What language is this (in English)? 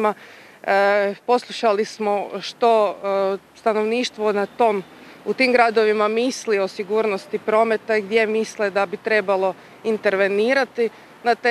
Croatian